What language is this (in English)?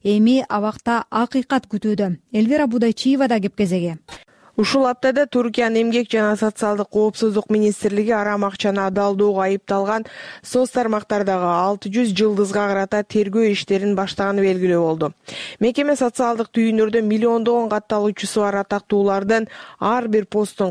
Kyrgyz